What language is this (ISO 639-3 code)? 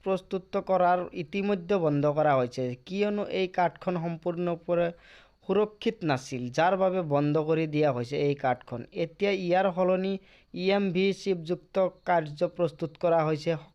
asm